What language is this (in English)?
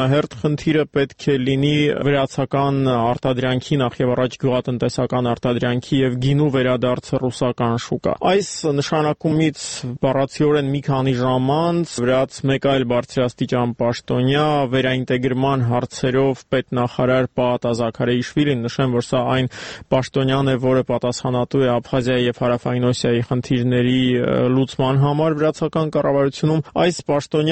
Armenian